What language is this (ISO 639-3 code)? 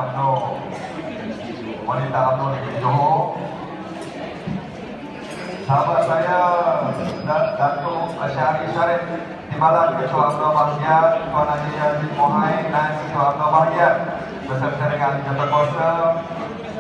msa